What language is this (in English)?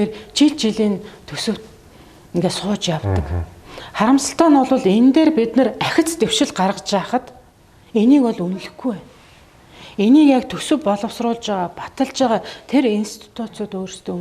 Mongolian